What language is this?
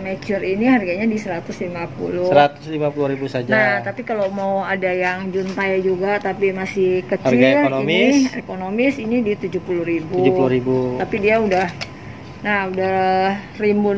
Indonesian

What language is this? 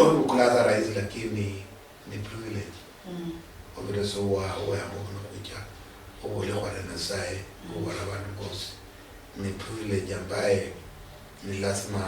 Luyia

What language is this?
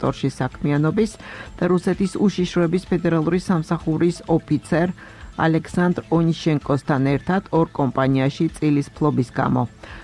Georgian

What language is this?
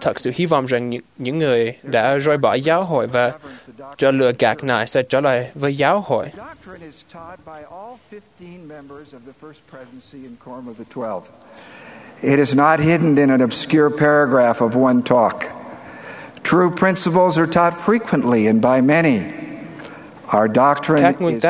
Vietnamese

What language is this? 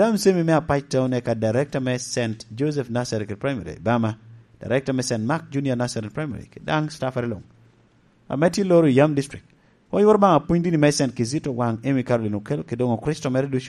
Lango (Uganda)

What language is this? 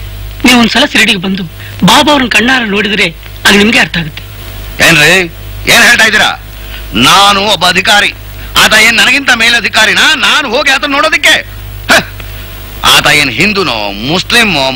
Kannada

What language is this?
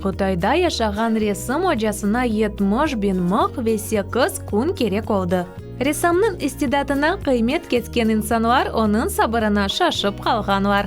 Crimean Tatar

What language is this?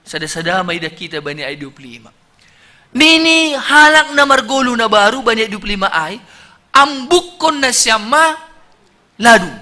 Batak Simalungun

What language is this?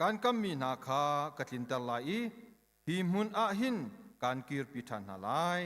Hakha Chin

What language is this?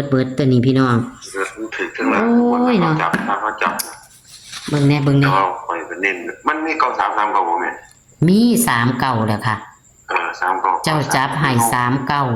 Northeastern Thai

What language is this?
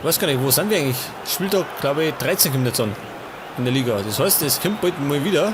Bavarian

